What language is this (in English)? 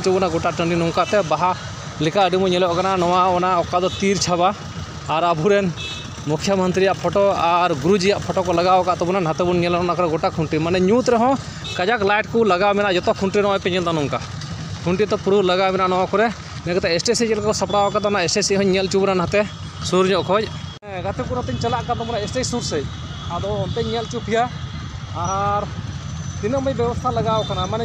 Santali